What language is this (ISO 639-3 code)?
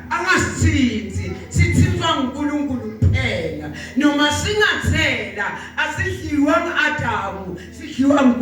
zul